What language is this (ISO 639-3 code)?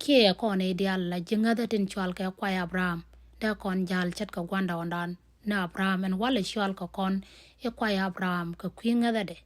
nus